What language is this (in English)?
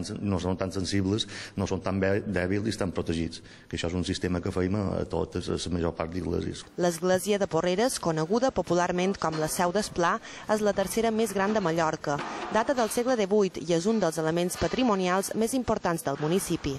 Catalan